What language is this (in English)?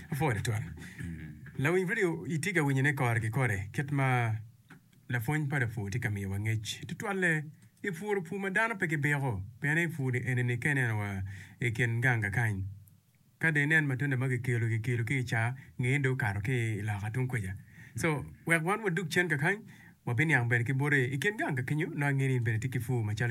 Acoli